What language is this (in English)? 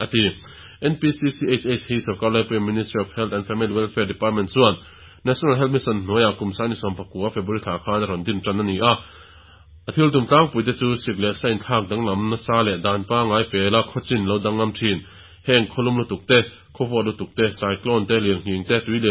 Mizo